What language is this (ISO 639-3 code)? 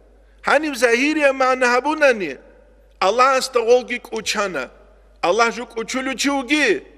ava